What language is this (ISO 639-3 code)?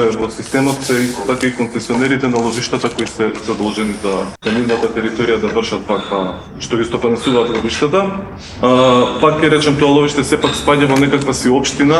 mkd